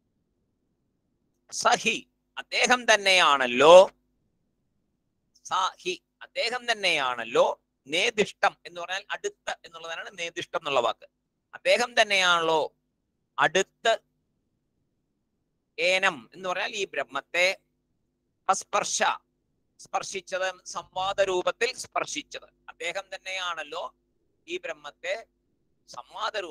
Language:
Malayalam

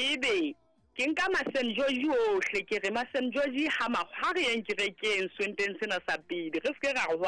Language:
Southern Sotho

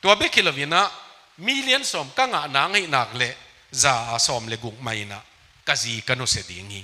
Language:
Tedim Chin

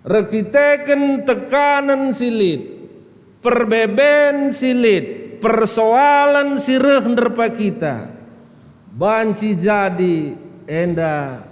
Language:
Batak Karo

